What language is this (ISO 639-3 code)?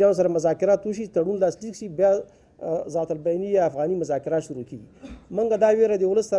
pus